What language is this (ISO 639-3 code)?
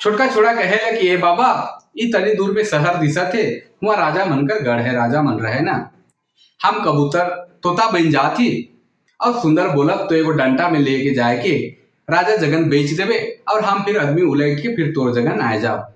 sck